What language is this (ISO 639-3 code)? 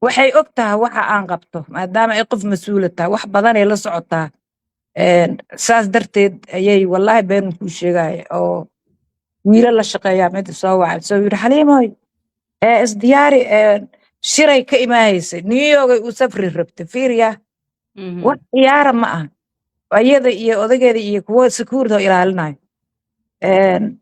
som